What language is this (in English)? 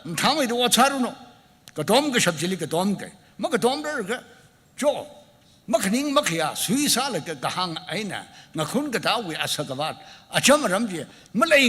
Tangkhul Naga (India)